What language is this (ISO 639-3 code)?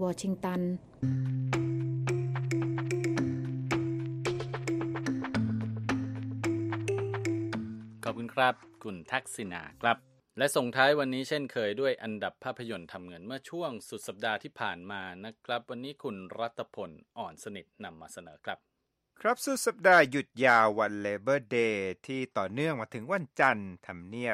tha